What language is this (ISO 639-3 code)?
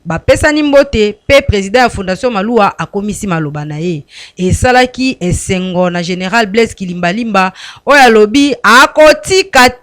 lin